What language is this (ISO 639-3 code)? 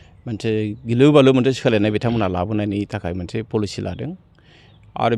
brx